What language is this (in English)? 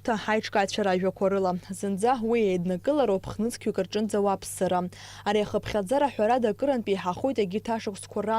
Abkhazian